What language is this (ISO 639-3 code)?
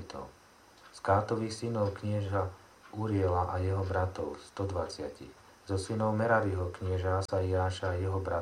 slk